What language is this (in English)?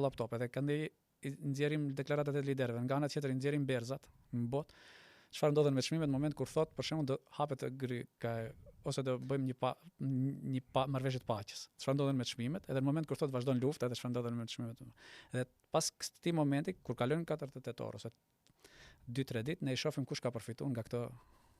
Albanian